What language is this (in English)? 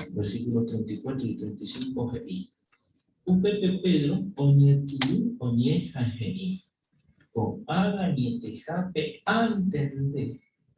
Guarani